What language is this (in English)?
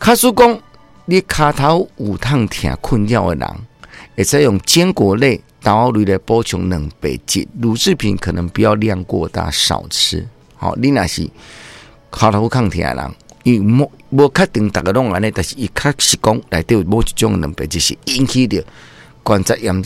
Min Nan Chinese